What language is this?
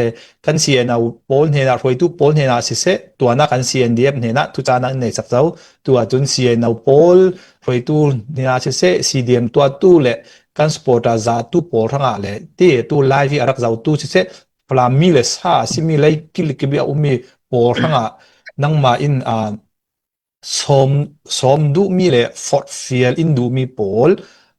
Falam Chin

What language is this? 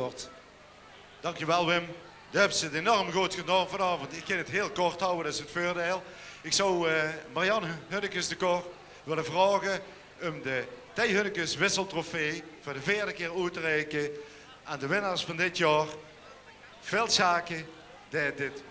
Limburgish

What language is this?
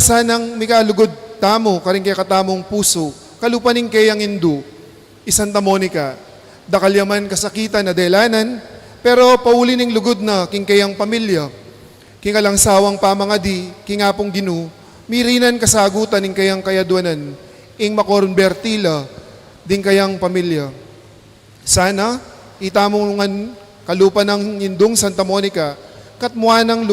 Pampanga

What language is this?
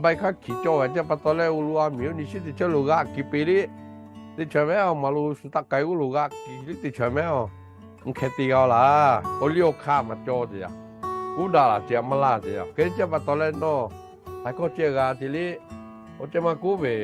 Lahu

